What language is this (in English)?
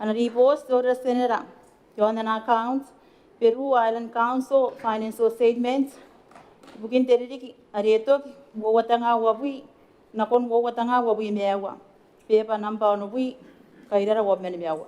Gilbertese